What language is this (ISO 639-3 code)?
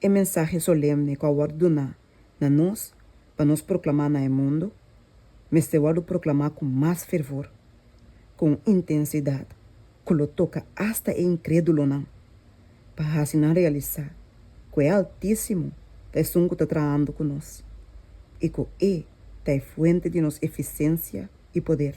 pap